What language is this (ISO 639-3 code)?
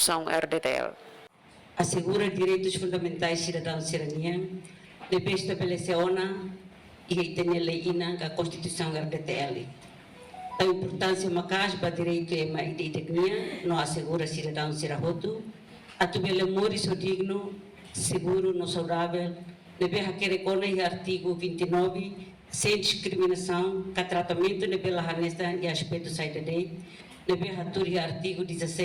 tet